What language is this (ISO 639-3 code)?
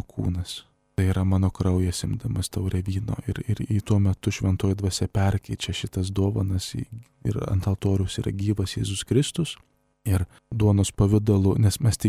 lit